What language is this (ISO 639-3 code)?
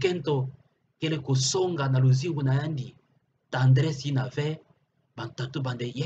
ktu